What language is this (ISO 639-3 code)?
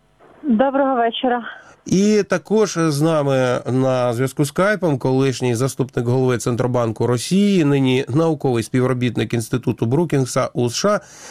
ukr